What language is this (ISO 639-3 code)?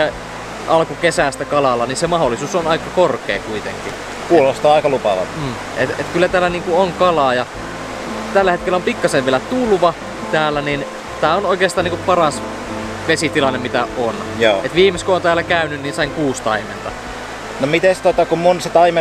fin